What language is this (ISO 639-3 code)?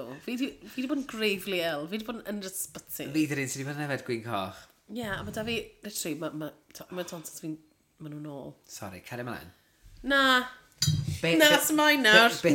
cym